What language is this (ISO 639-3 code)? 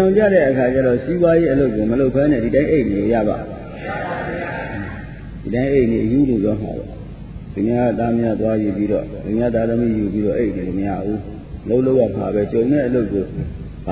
mya